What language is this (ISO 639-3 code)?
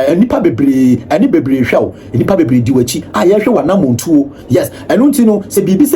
aka